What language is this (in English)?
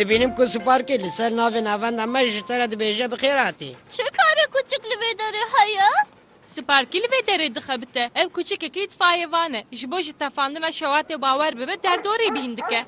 Kurdish